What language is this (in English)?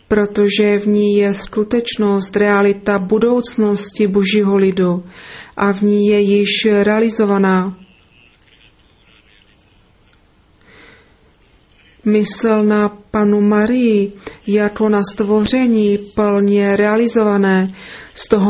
Czech